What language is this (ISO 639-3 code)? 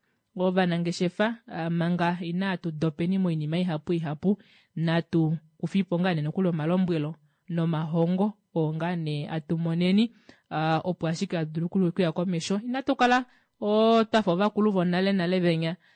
kua